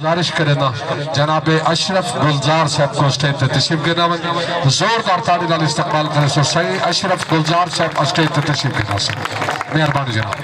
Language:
Saraiki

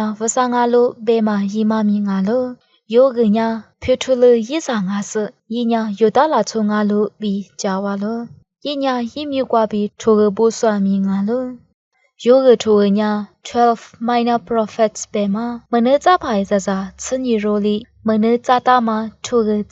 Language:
Lisu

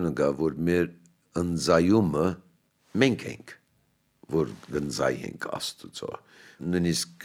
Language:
Armenian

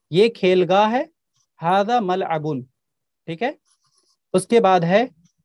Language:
Urdu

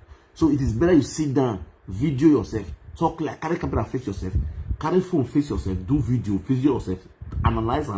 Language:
Nigerian Pidgin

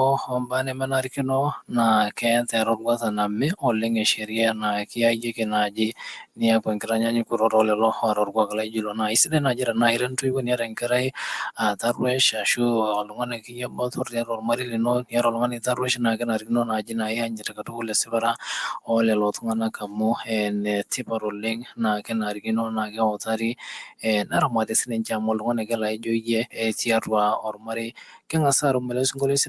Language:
Masai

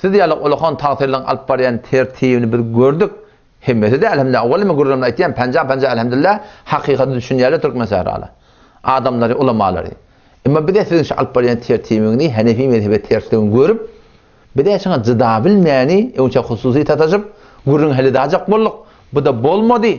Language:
Turkmen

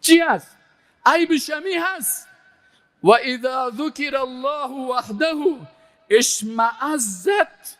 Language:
Persian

